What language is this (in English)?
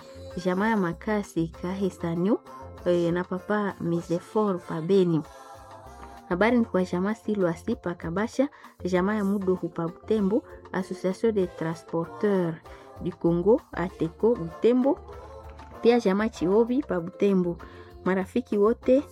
Swahili